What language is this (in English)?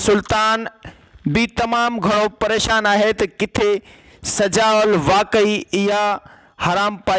Sindhi